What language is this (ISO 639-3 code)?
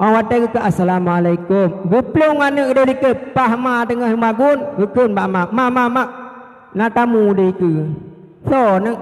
ace